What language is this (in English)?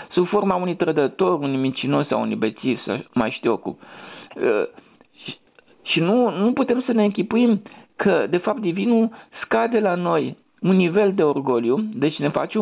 Romanian